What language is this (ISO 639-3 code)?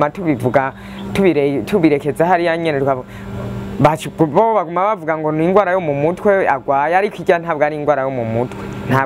run